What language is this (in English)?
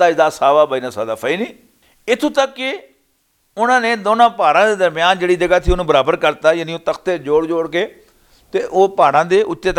Western Panjabi